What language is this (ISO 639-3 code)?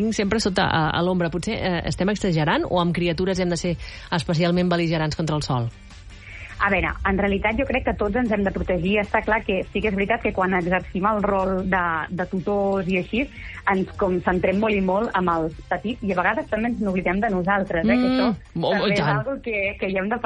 cat